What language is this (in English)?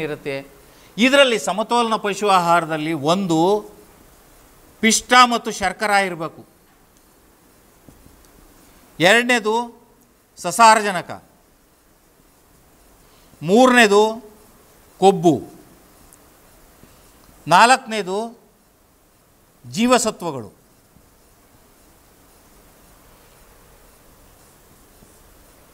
Kannada